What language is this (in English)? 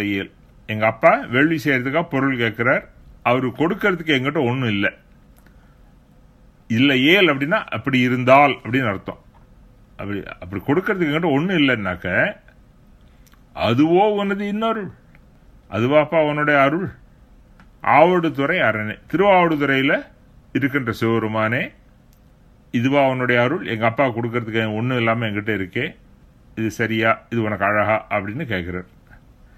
Tamil